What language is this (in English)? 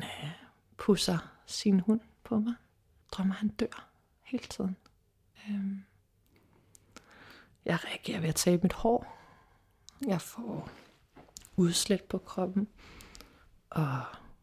Danish